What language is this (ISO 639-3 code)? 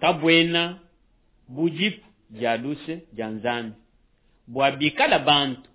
lua